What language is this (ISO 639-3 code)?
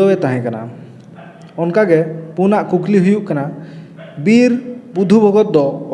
sat